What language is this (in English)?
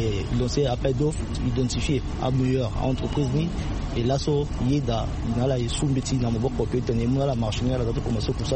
Sango